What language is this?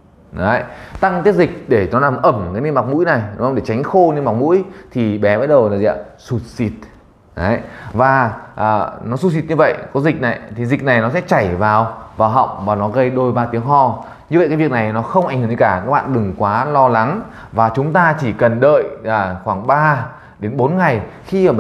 Vietnamese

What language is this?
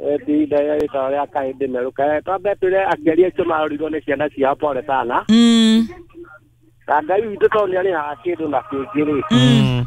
Kikuyu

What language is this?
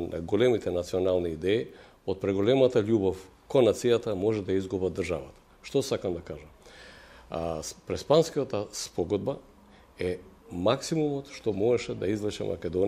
Macedonian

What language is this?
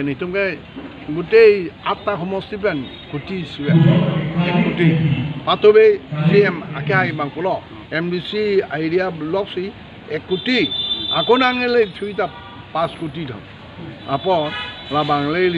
Karbi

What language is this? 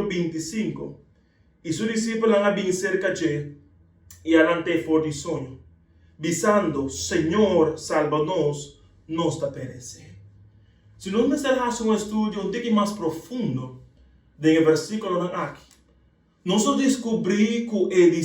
Papiamento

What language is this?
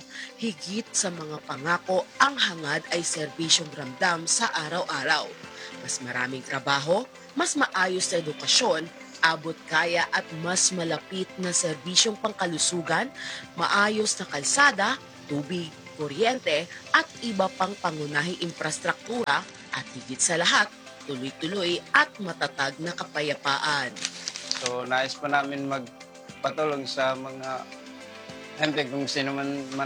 Filipino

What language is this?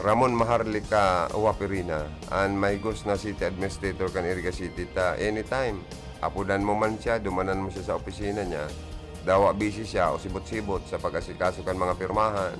Bikol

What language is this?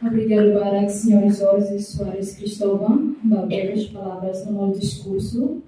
Tetum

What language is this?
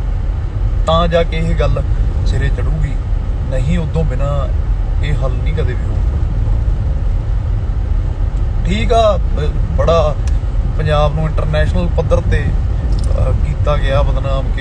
Punjabi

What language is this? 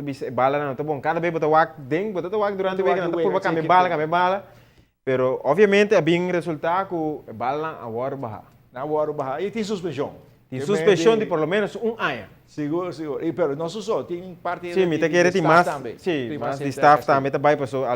Papiamento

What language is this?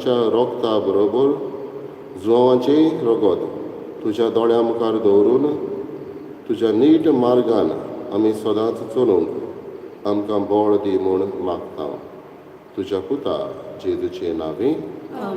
Konkani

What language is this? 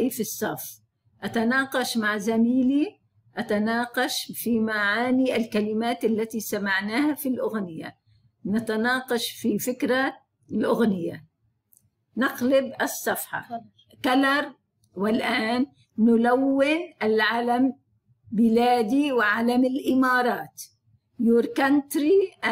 Arabic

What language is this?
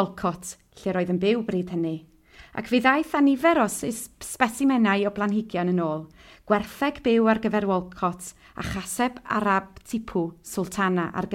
Welsh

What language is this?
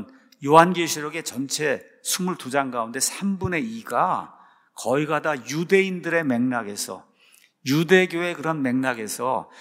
Korean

